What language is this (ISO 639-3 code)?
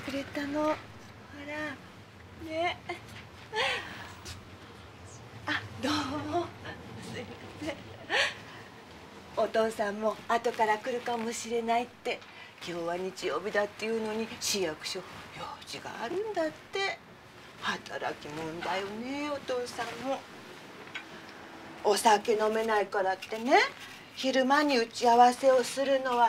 jpn